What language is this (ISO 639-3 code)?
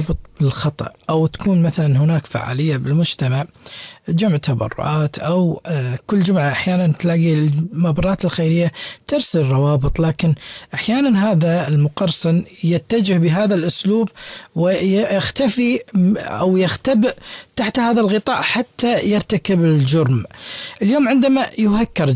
afb